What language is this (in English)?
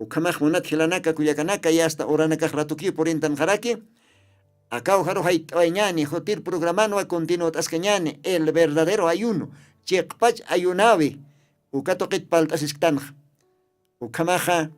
Aymara